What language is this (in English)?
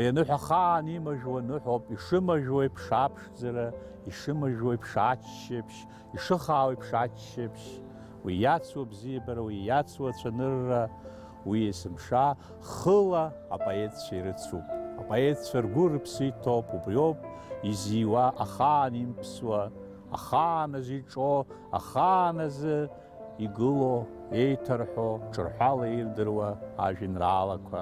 Abkhazian